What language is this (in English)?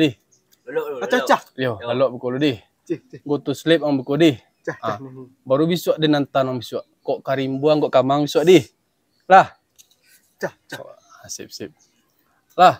Minangkabau